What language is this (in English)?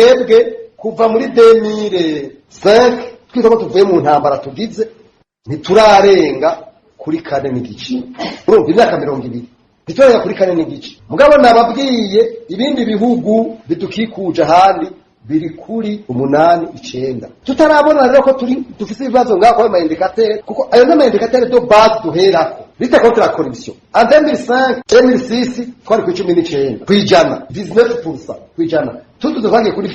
Rundi